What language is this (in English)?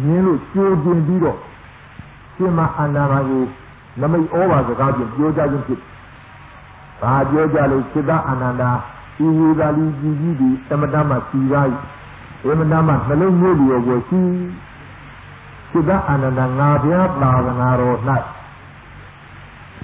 Burmese